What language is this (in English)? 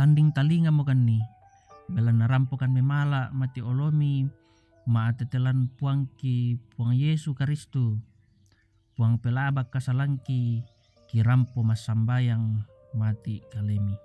Toraja-Sa'dan